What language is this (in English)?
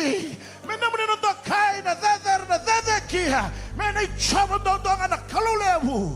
Fijian